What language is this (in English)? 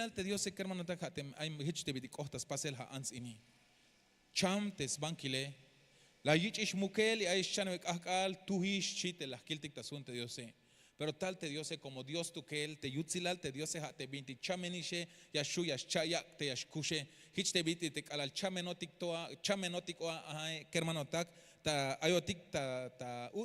Tzeltal